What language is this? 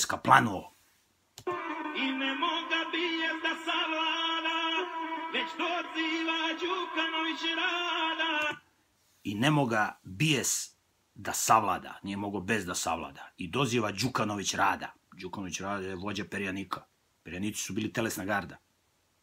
Serbian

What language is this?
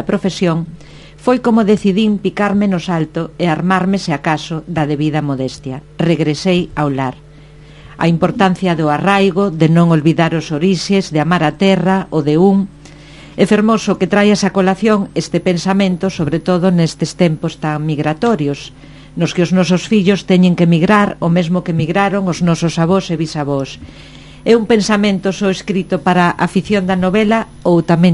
Galician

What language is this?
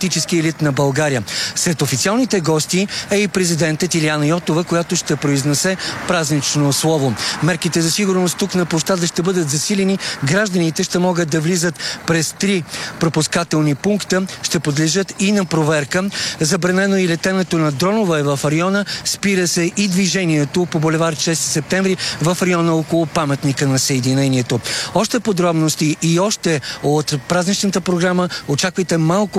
Bulgarian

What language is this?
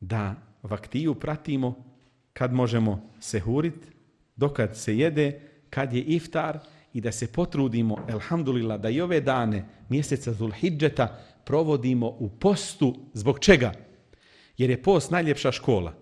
Bosnian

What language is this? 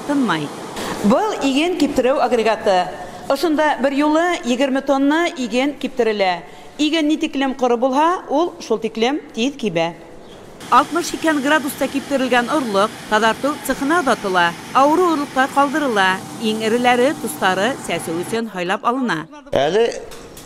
Bashkir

